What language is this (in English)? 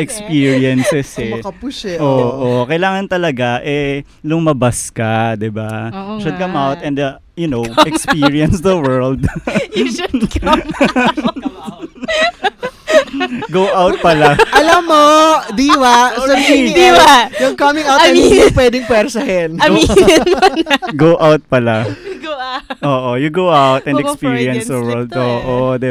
Filipino